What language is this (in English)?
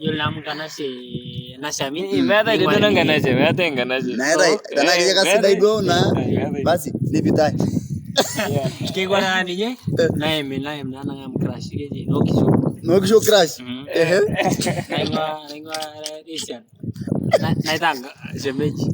Masai